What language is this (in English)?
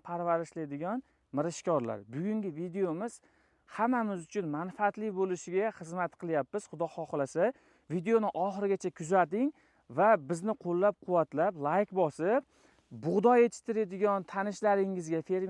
Uzbek